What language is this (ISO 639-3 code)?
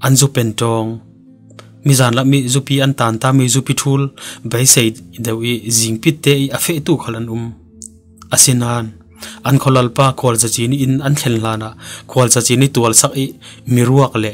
cfm